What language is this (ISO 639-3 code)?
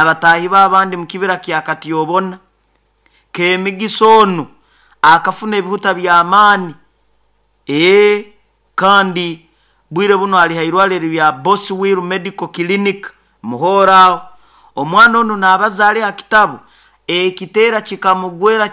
nyo